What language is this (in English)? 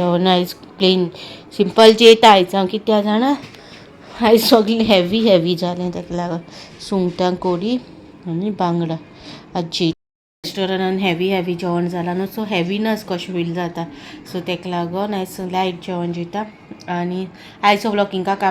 Konkani